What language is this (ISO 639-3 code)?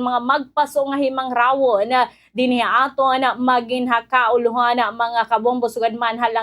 war